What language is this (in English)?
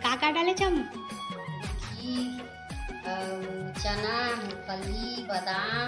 Chhattisgarhi